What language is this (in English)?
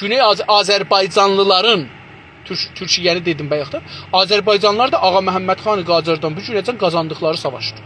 South Azerbaijani